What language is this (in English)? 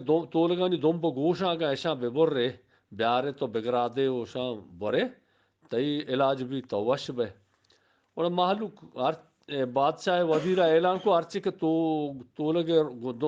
Eastern Balochi